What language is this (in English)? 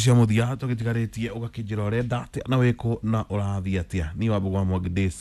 Kikuyu